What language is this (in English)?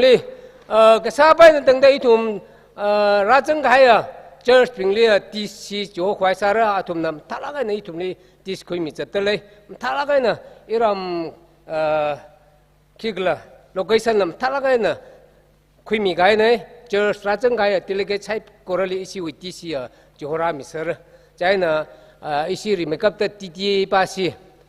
Tangkhul Naga (India)